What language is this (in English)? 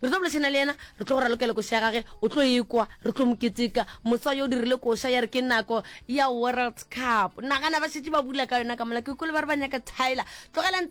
Northern Sotho